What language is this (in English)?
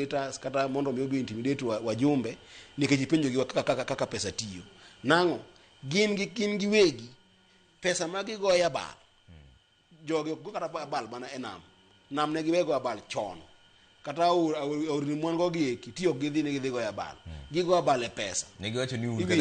Luo (Kenya and Tanzania)